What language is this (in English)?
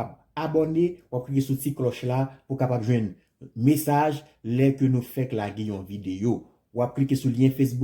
Haitian Creole